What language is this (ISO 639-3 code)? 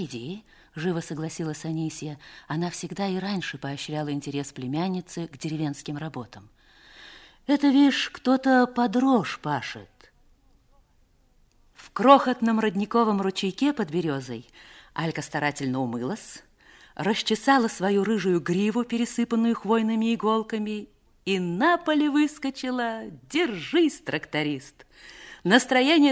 rus